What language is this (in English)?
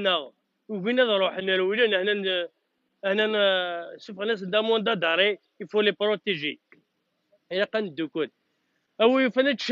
Kabyle